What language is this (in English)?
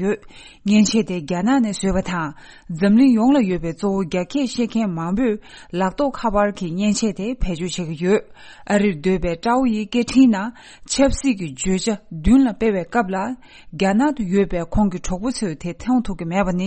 Tibetan